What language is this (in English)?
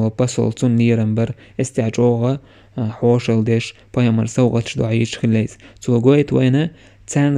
Chechen